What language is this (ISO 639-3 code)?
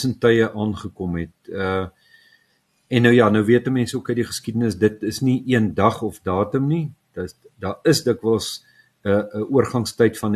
afr